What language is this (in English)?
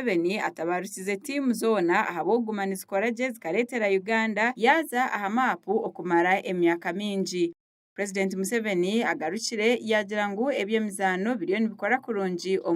Nyankole